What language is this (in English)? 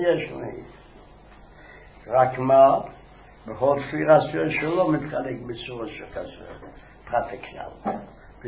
Hebrew